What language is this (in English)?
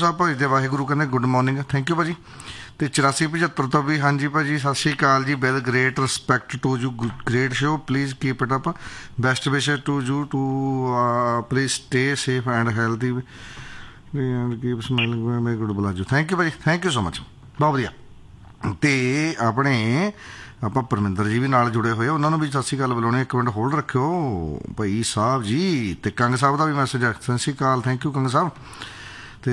Punjabi